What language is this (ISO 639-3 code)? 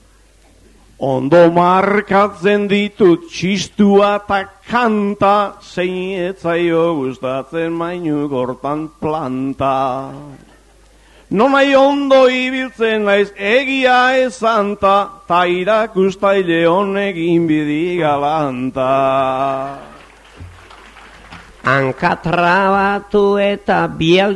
eus